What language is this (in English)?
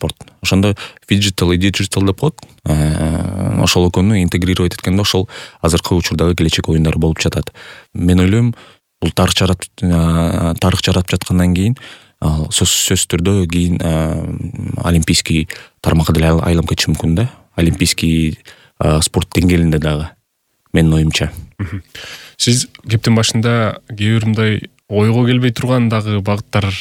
Kyrgyz